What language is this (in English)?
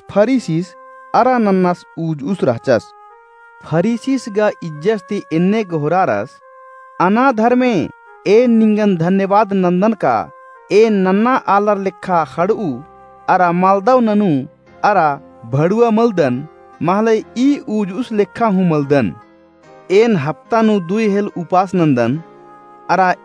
Kurukh